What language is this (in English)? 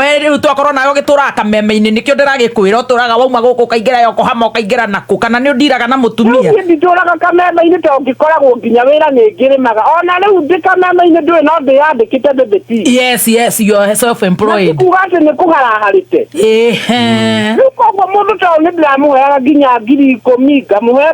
Kikuyu